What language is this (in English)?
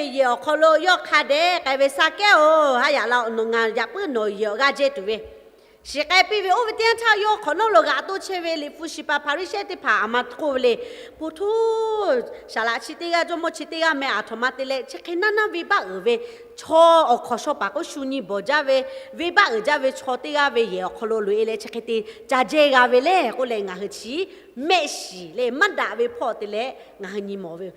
Lahu